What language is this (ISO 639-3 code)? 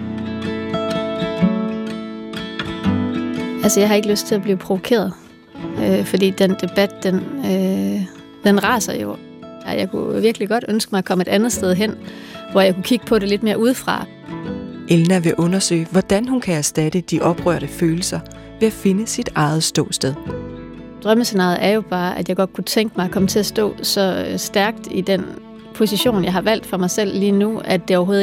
dan